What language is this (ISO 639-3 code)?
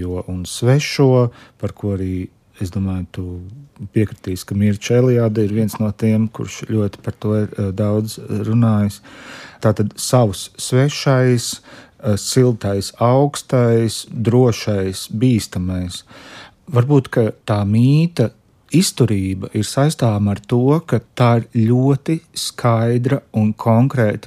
lav